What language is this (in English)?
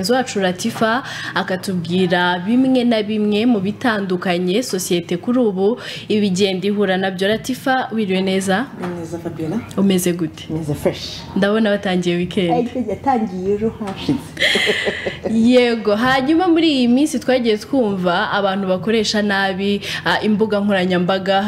Kinyarwanda